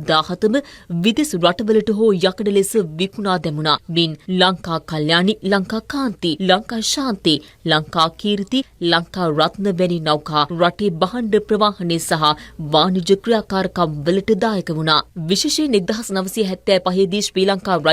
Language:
Sinhala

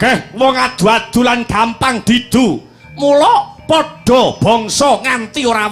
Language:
Javanese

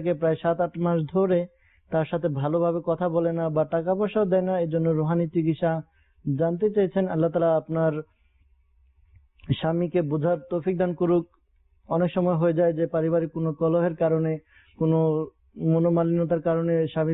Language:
Bangla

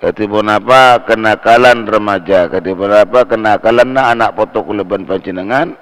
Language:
Madurese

